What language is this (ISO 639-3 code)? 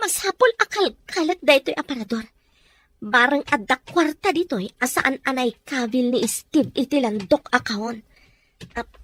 ilo